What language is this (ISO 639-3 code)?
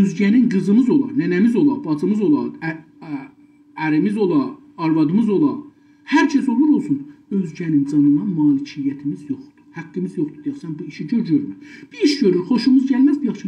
azb